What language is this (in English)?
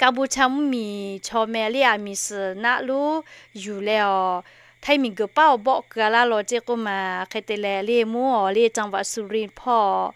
Lahu